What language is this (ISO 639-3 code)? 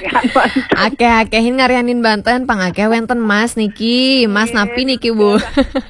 ban